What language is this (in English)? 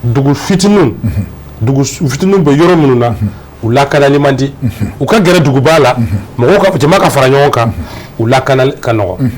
Bambara